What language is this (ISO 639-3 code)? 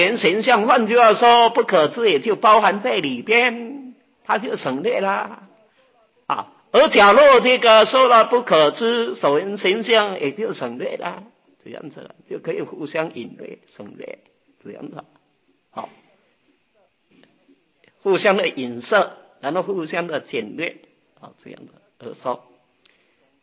zho